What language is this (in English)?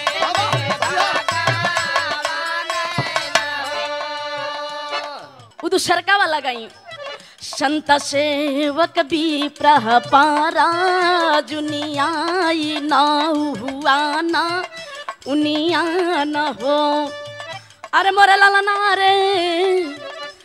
Bhojpuri